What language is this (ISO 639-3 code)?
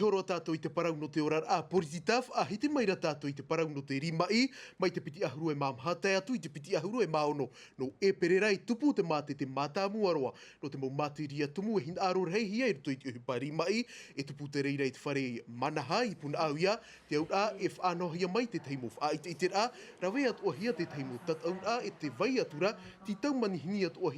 tah